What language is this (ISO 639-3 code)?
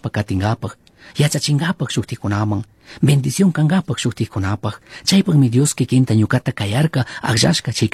qug